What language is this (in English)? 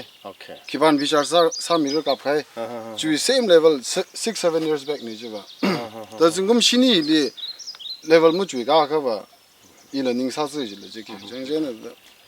Tangkhul Naga (India)